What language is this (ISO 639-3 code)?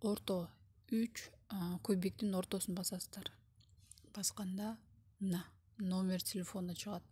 kir